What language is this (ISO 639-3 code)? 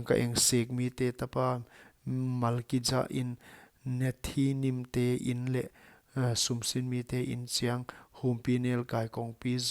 pck